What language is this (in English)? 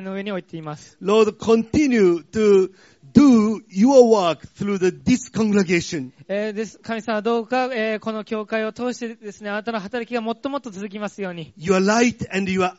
Japanese